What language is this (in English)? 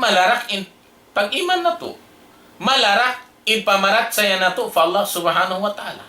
Tausug